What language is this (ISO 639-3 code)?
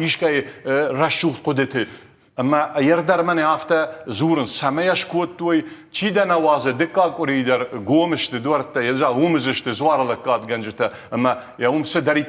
oss